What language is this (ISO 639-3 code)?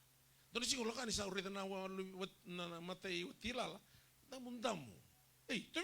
fij